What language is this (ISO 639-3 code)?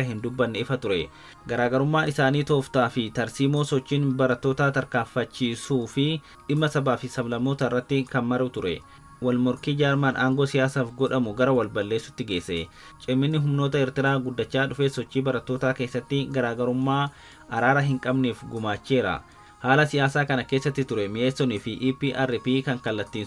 orm